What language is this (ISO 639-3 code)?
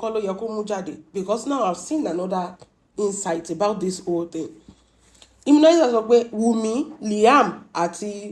yor